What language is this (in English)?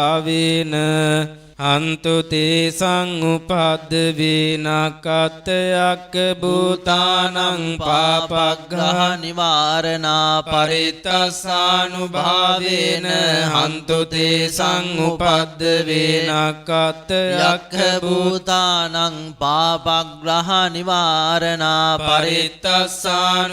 Pali